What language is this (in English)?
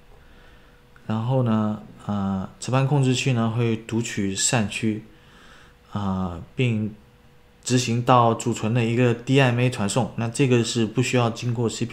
Chinese